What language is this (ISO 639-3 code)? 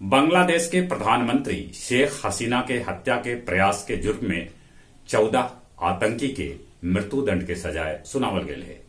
mag